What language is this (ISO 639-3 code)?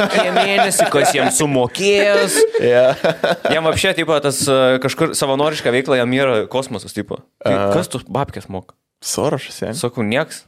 lit